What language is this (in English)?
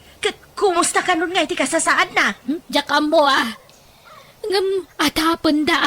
Iloko